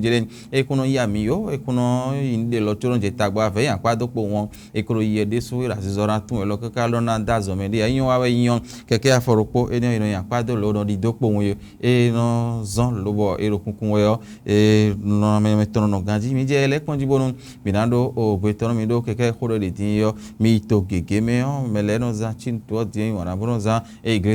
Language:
Fon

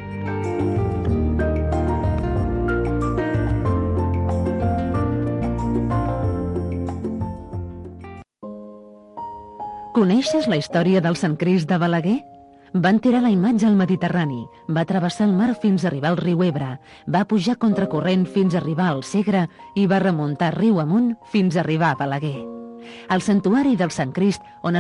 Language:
Catalan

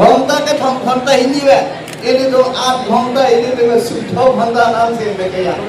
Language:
Karbi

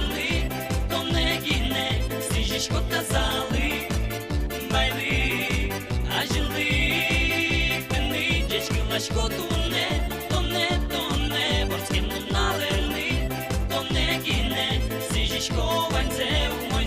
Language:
Udmurt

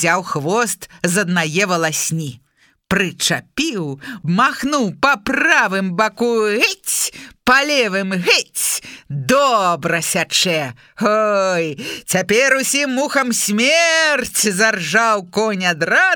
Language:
Belarusian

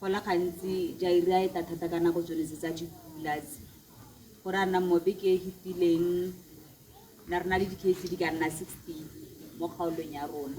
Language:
Tswana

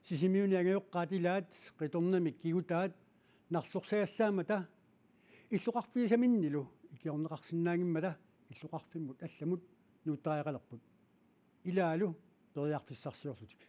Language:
Kalaallisut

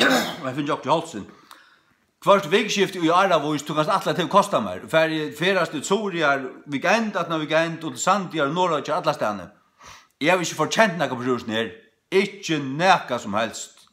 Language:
Faroese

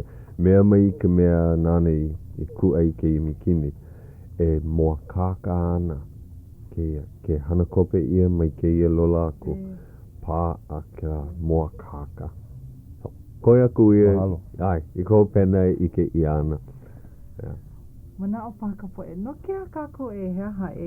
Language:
Hawaiian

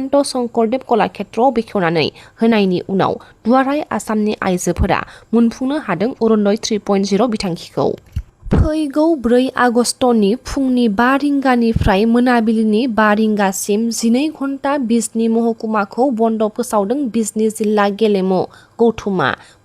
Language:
Bodo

